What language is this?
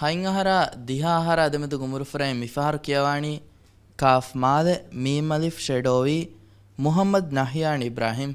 Divehi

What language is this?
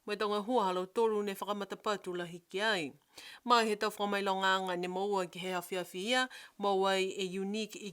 Niuean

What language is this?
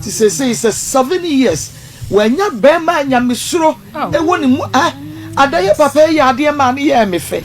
Akan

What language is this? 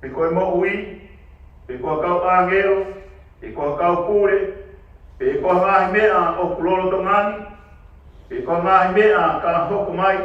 Tongan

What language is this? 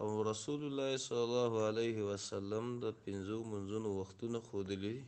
Pashto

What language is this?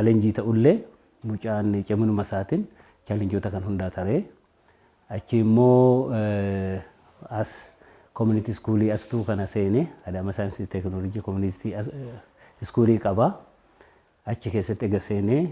Oromo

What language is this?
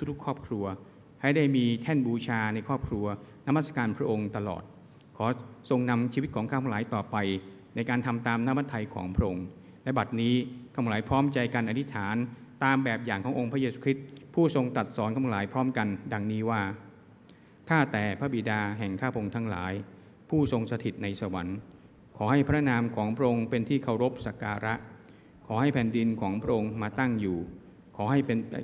Thai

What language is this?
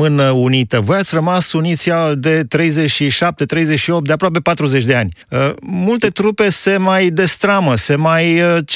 Romanian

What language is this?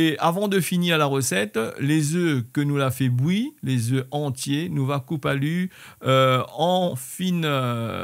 Réunion Creole French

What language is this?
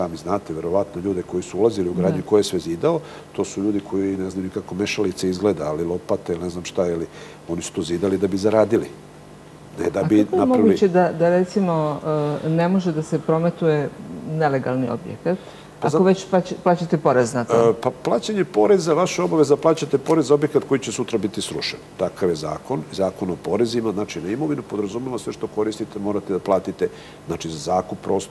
Serbian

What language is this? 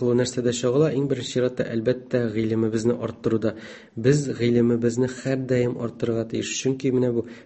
Tatar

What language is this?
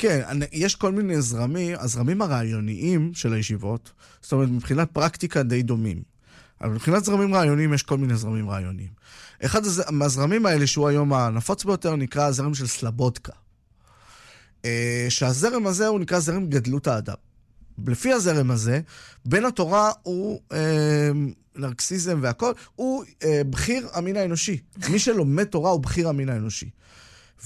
Hebrew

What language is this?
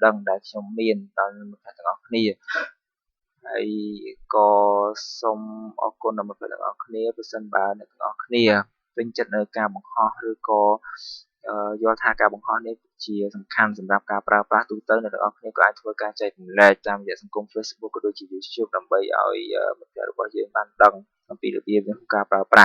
Khmer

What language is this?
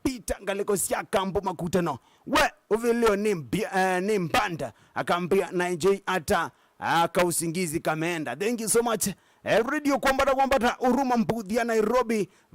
Kamba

